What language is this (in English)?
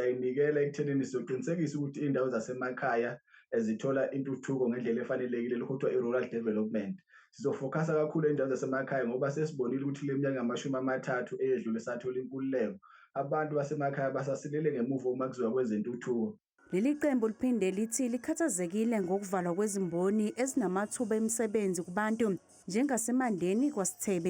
Zulu